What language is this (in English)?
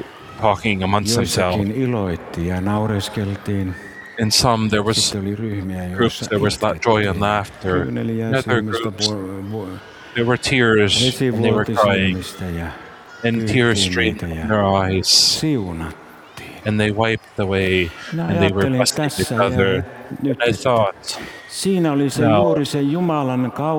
Finnish